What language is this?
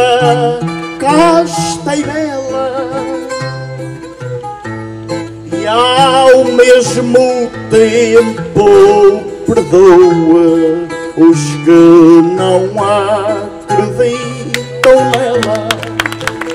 Portuguese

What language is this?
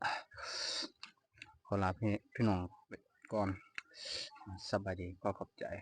Lao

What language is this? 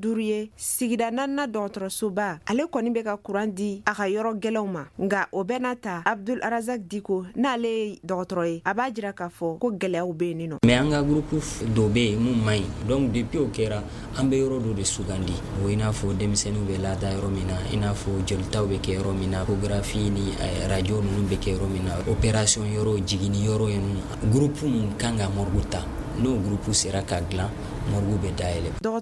Bambara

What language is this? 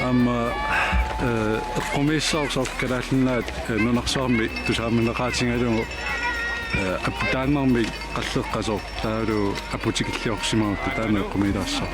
Kalaallisut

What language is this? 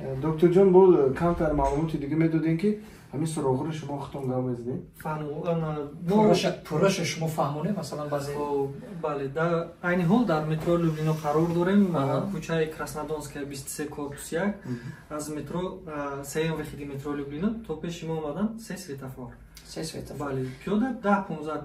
Tajik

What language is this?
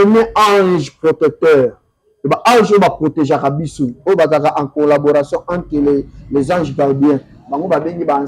Lingala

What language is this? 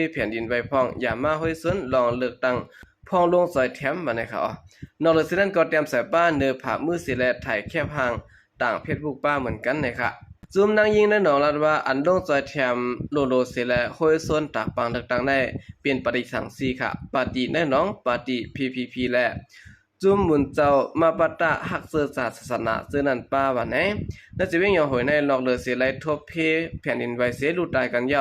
Shan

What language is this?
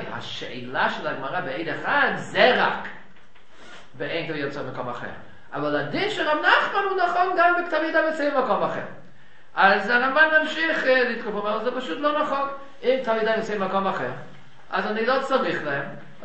Hebrew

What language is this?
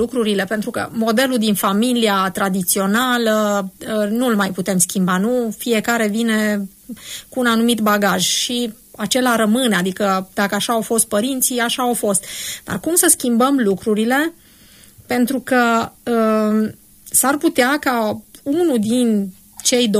Romanian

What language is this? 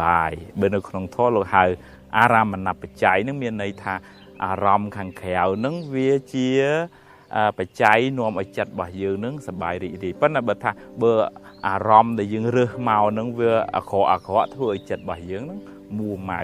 Khmer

